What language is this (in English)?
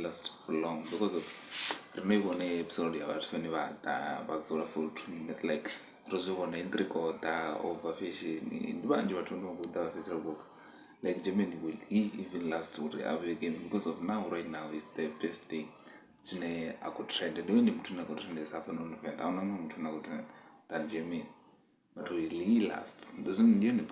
Venda